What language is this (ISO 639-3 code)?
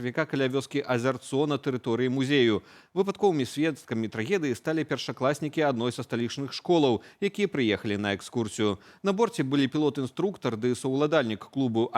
bel